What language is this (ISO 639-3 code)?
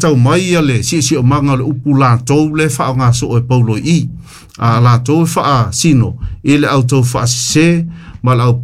smo